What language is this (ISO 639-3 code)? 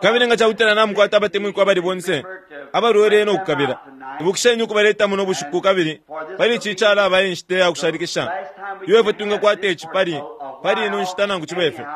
bem